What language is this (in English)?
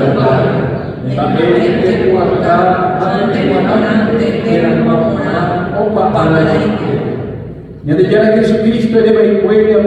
Guarani